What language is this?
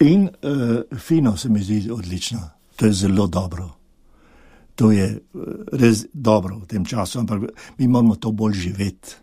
Slovenian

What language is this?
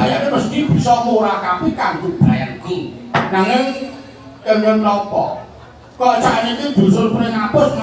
Javanese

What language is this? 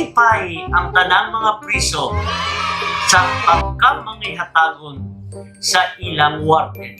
Cebuano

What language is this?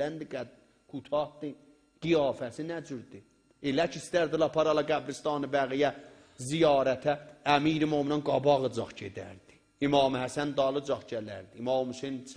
South Azerbaijani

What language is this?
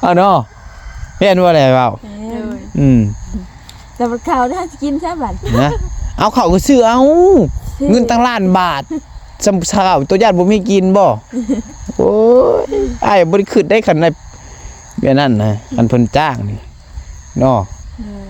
Northeastern Thai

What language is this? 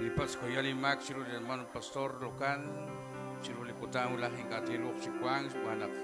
Kekchí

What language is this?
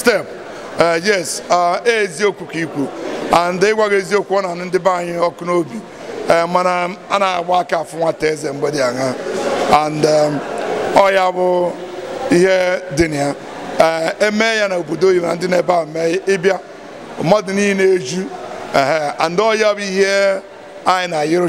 Igbo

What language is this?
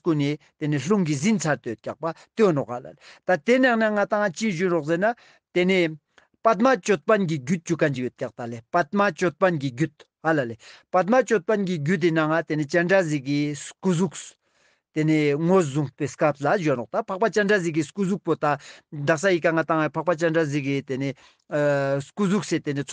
Ladakhi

